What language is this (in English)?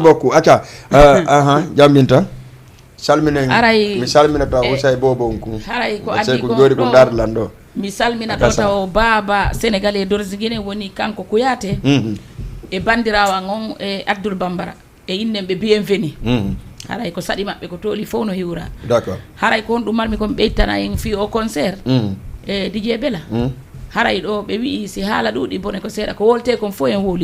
Fula